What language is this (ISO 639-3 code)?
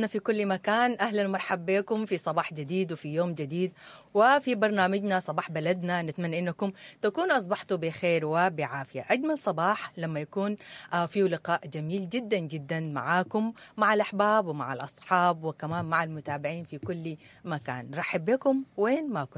apd